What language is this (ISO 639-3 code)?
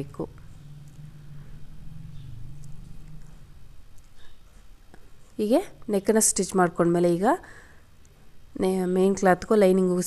kan